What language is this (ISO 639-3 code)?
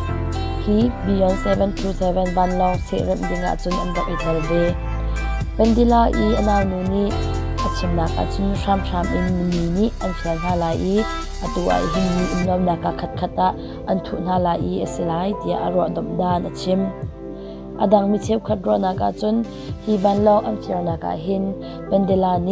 cnh